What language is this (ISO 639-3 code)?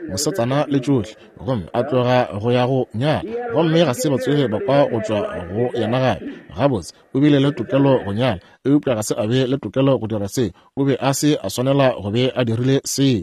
nso